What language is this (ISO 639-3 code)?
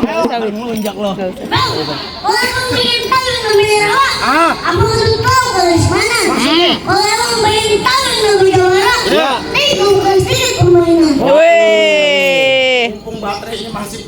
bew